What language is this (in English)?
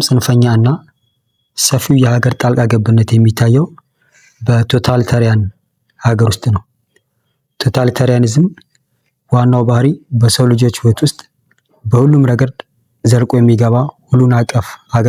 Amharic